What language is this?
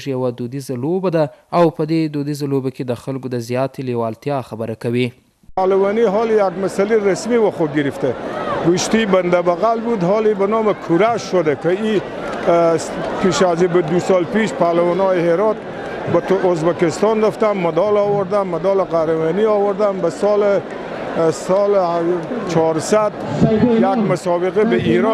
Pashto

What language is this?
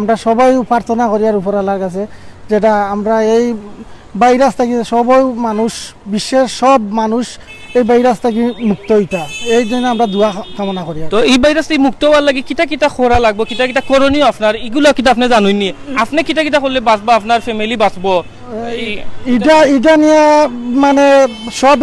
Sylheti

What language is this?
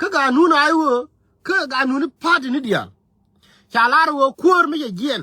Nuer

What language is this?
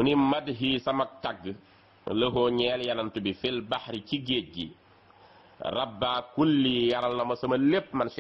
Wolof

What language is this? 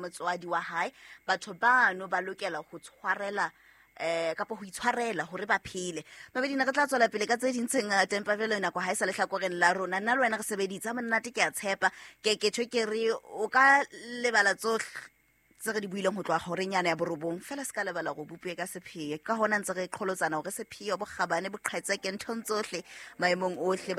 Southern Sotho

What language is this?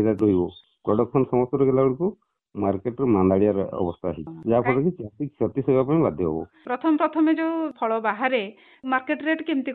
Odia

